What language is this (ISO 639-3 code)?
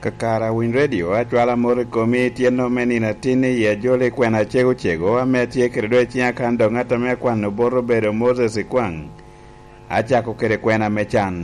laj